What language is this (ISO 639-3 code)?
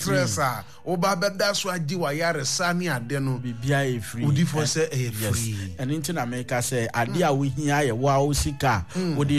aka